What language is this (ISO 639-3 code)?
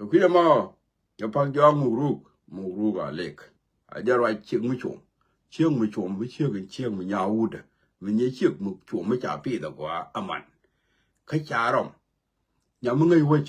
nus